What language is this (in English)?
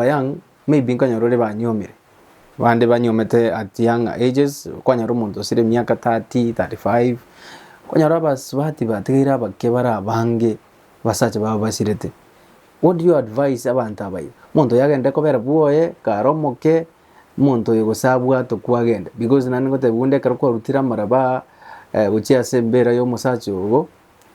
Gusii